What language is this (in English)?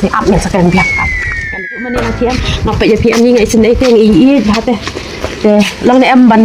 Khasi